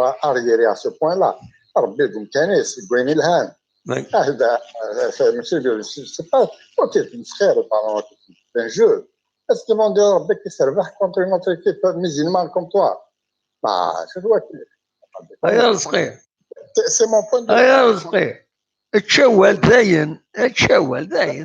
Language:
Kabyle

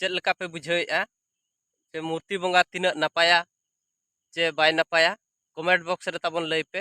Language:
Santali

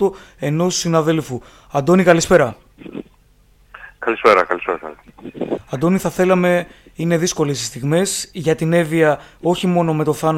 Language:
Greek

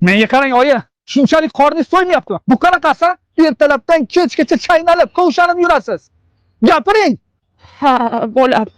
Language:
Uzbek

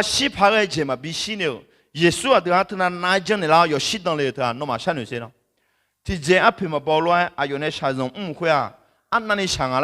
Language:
Akha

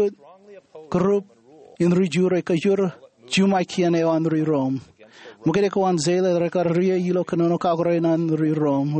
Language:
Marshallese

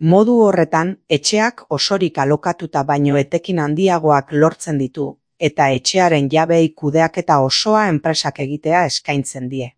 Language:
Basque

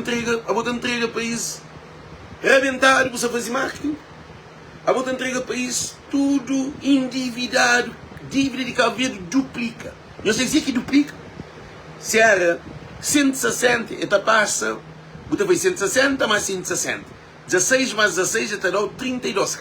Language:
Kabuverdianu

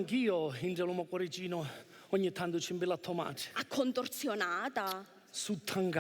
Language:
Sicilian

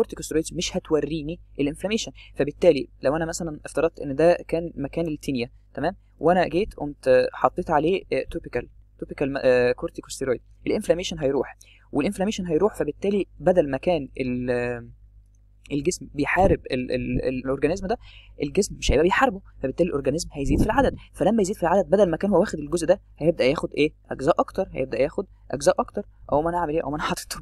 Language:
Egyptian Arabic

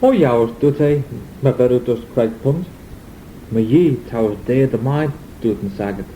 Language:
Manx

